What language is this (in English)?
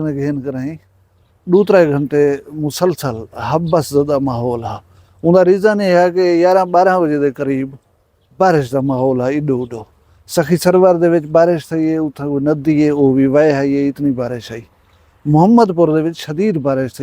Saraiki